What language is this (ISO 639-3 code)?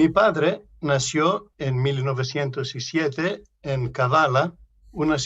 lad